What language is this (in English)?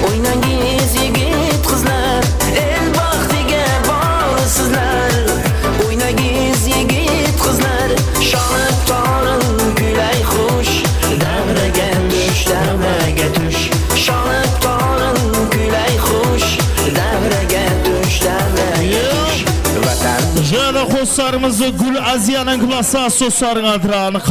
Kara-Kalpak